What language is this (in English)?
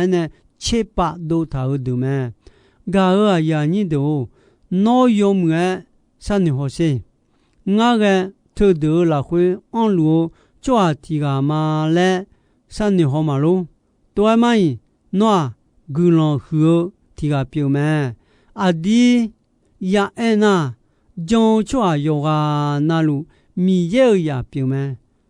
Akha